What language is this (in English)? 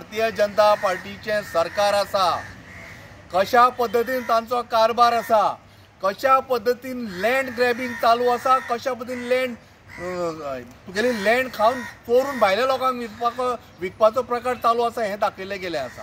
Konkani